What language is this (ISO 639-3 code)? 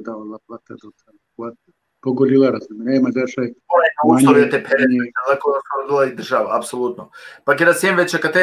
rmn